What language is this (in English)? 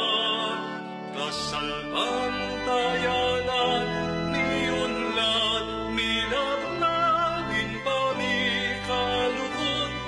Pampanga